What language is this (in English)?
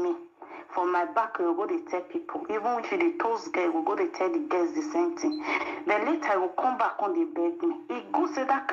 Nigerian Pidgin